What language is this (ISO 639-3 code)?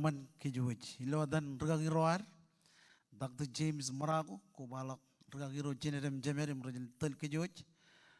mah